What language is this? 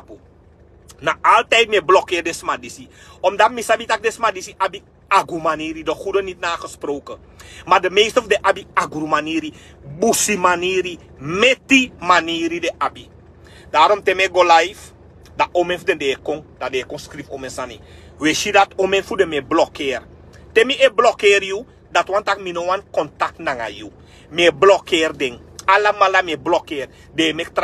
Sranan Tongo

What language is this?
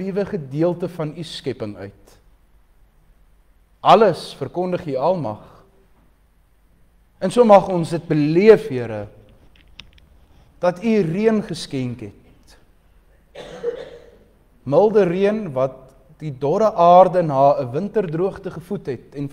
Afrikaans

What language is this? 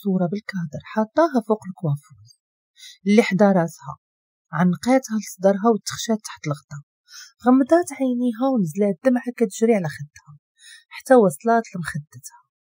Moroccan Arabic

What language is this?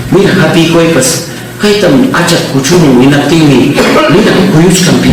Ayacucho Quechua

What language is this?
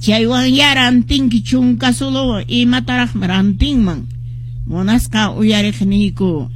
Quechua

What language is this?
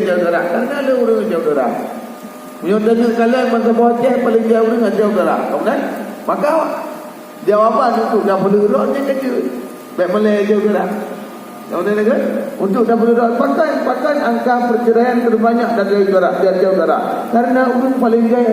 Achinese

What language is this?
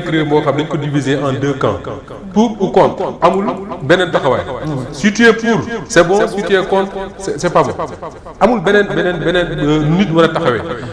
Wolof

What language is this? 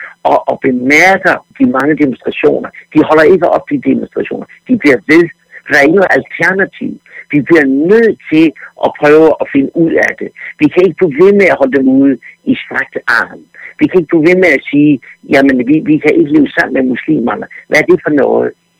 Danish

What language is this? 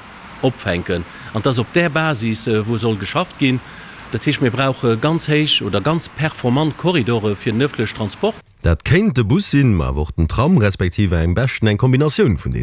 Luxembourgish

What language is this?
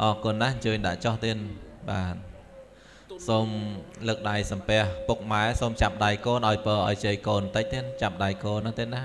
Khmer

